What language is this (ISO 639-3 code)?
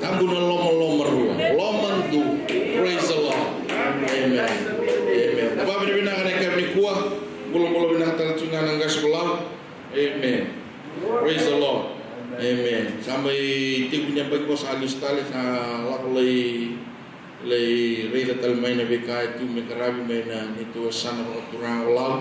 fij